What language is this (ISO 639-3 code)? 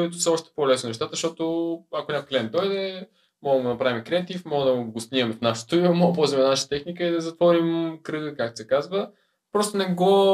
bul